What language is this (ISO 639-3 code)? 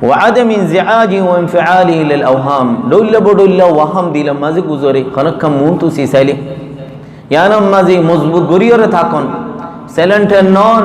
rhg